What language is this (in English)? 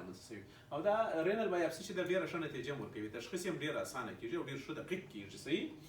Pashto